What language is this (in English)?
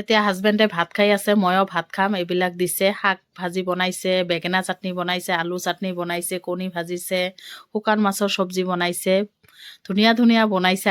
Assamese